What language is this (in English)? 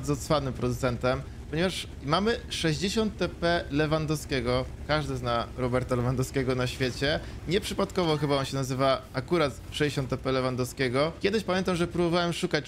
Polish